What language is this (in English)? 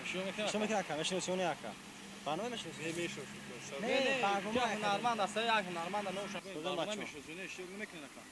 Tajik